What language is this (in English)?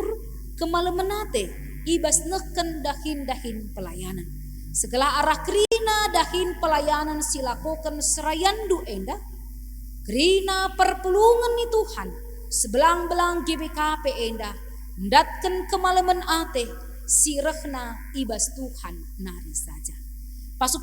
Batak Karo